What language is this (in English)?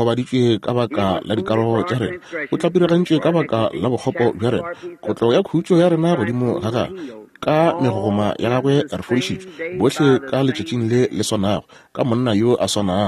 Northern Sotho